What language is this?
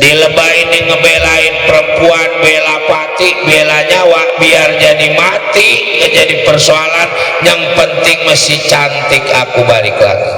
Betawi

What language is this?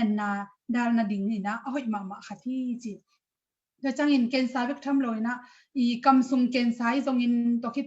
Tedim Chin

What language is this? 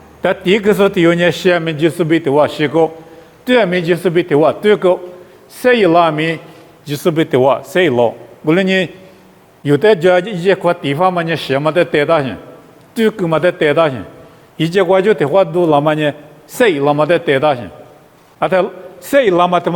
Lisu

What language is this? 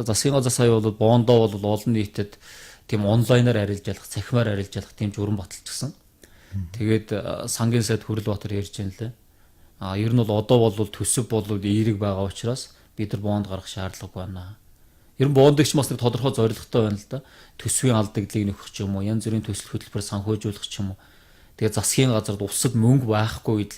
Mongolian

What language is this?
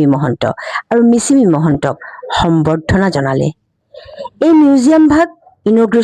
Assamese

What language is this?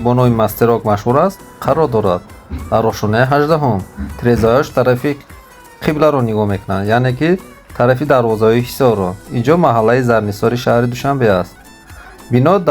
Tajik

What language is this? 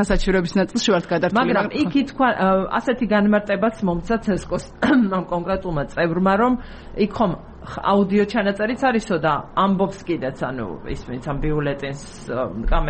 Georgian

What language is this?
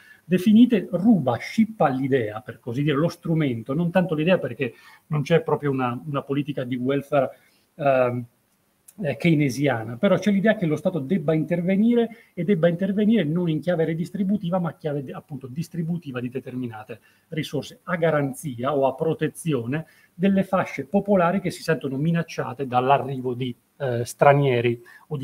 Italian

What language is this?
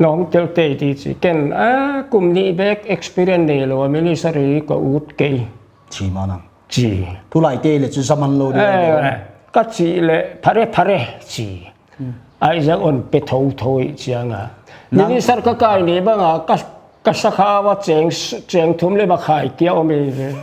Paite Chin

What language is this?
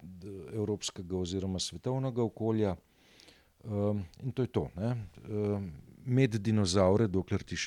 Slovenian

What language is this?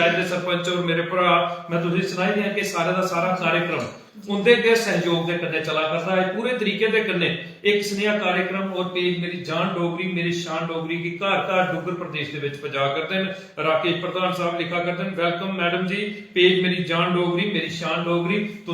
Dogri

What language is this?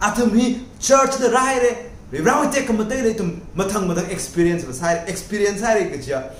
Tangkhul Naga (India)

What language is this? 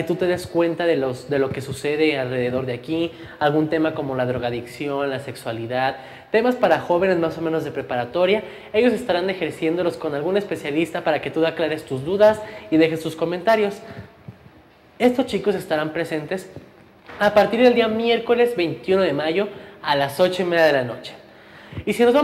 Spanish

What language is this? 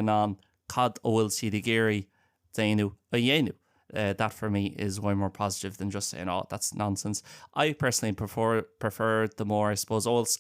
Irish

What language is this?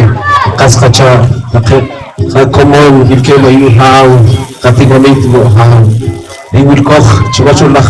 Poqomchi'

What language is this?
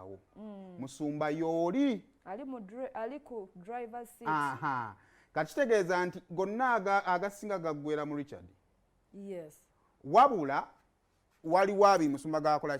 Ganda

